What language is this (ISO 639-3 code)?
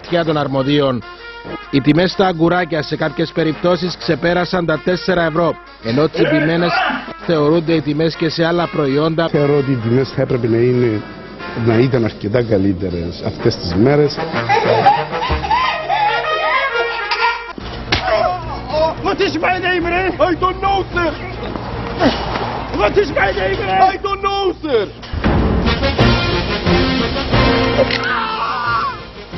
ell